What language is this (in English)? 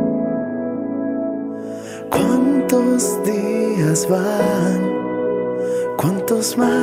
Spanish